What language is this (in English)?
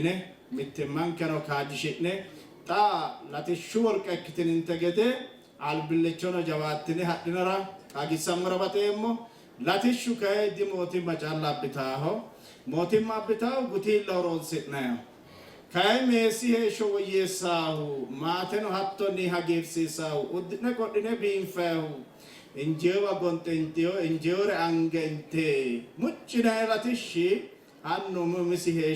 Sidamo